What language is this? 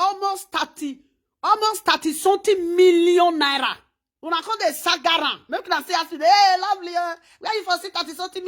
Nigerian Pidgin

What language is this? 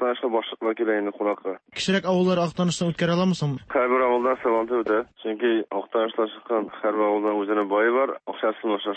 Tatar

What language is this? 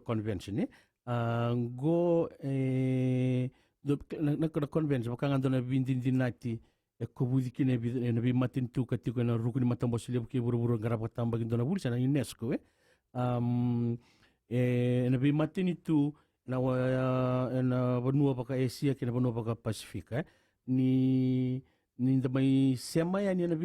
Fijian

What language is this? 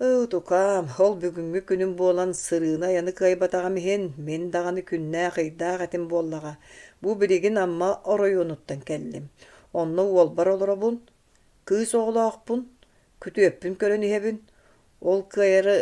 Yakut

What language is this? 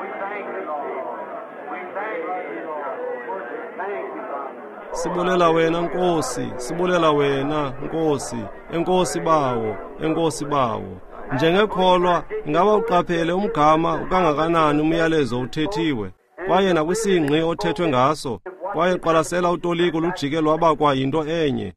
Xhosa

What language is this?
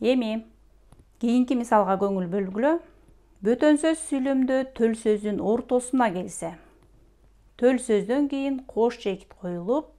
Kyrgyz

